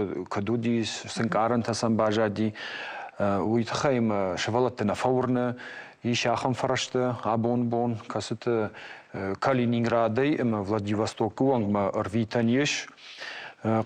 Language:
Ossetic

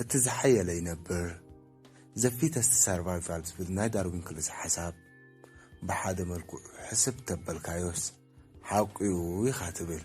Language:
Tigrinya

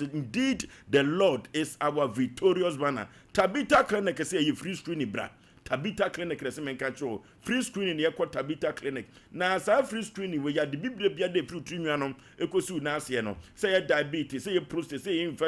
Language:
Akan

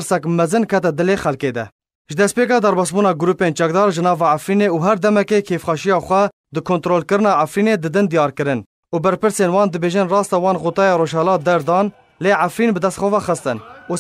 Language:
Kurdish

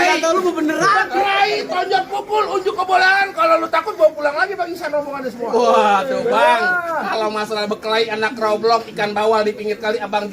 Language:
Betawi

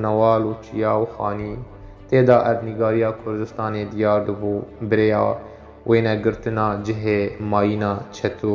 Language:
Kurdish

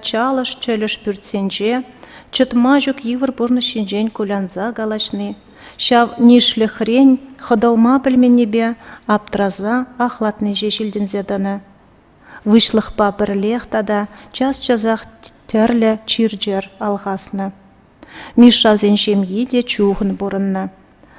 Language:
Chuvash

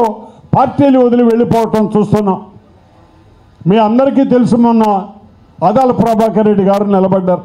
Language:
Telugu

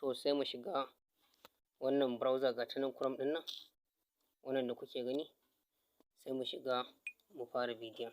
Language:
Hausa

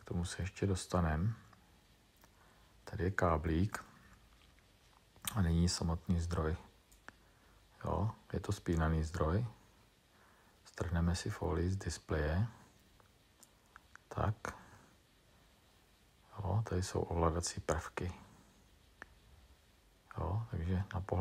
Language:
Czech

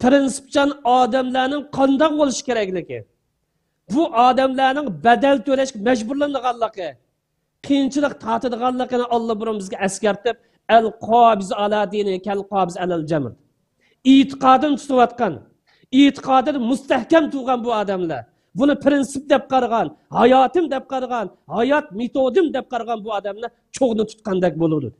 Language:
Uyghur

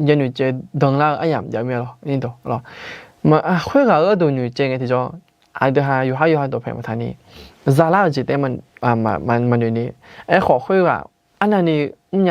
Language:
Akha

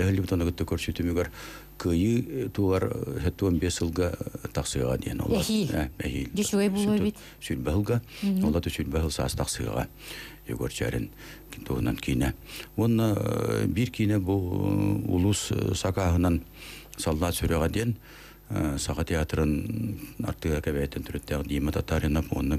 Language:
Yakut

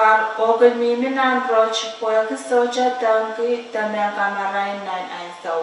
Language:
Pohnpeian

